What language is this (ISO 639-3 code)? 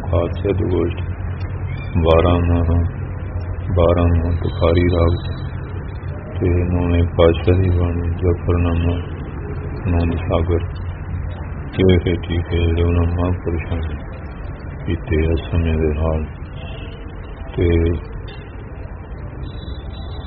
pan